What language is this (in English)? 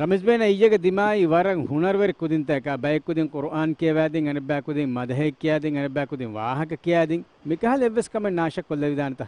Divehi